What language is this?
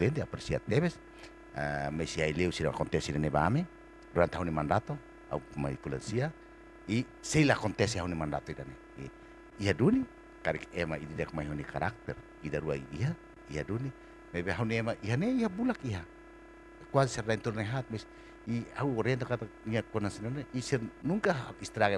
Tetum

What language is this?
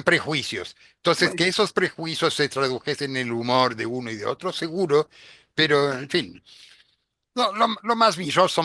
Ladino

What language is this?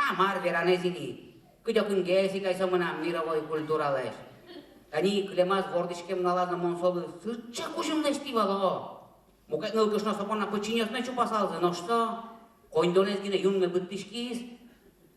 Udmurt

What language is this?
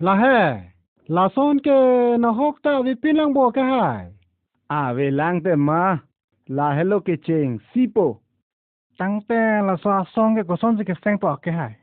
Karbi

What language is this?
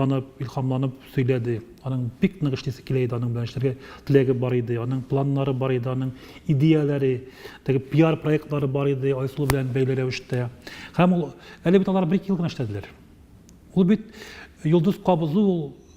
Tatar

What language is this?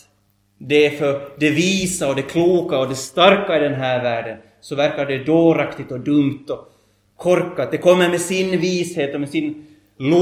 Swedish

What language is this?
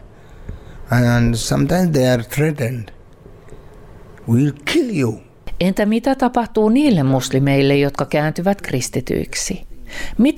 Finnish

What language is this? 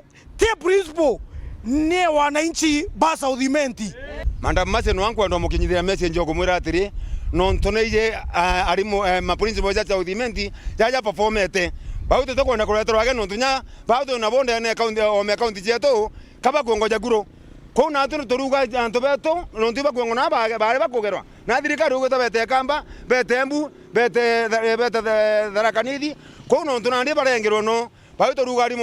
Meru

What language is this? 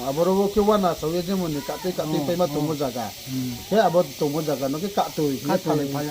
Riang (India)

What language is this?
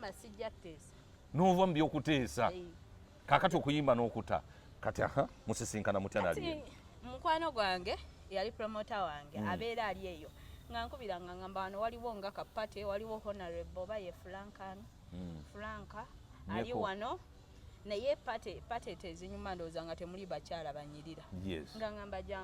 Ganda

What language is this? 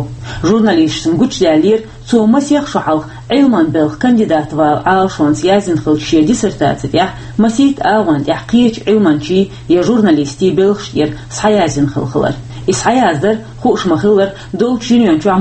Chechen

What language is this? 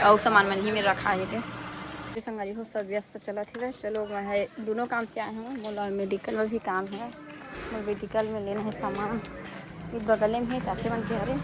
Chhattisgarhi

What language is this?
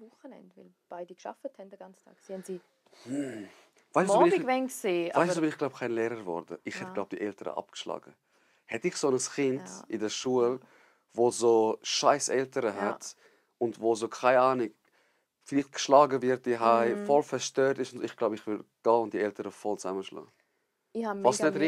Swiss German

